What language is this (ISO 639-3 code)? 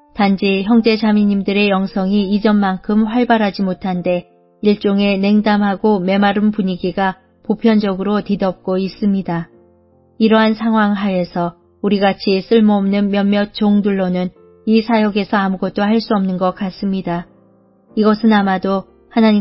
kor